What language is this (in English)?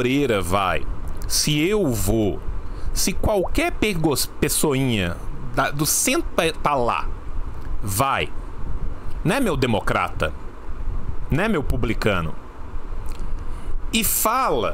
Portuguese